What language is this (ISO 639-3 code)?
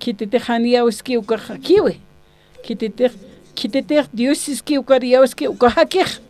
aym